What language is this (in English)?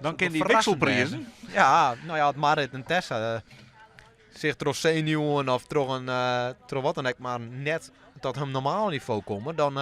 Western Frisian